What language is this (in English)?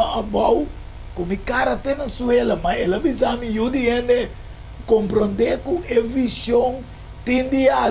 Papiamento